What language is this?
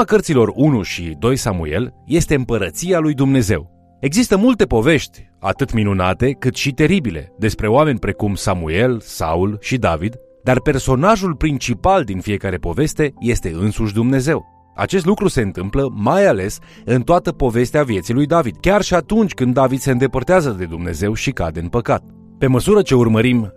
Romanian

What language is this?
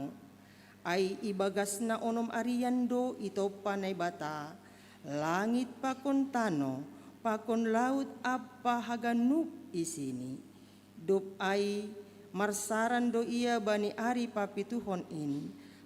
Batak Simalungun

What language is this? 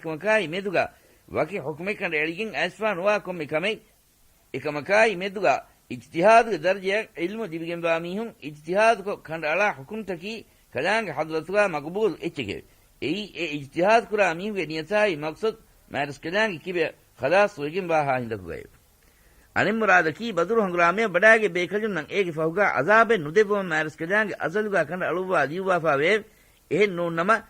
Divehi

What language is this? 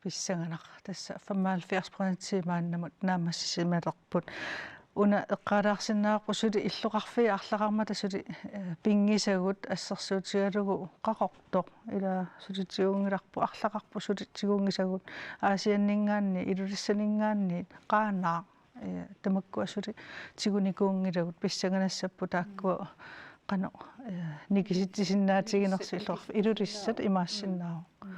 Kalaallisut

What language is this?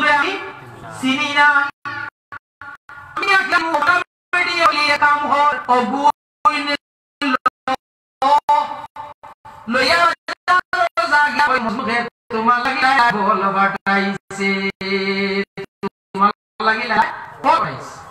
Sylheti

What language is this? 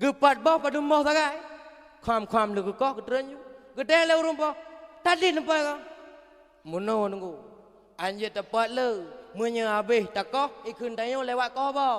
Achinese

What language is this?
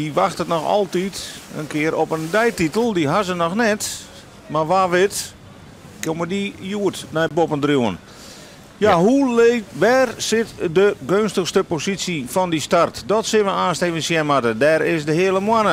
Western Frisian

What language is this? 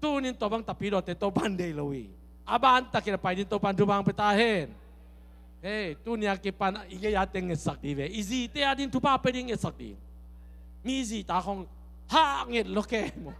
Tedim Chin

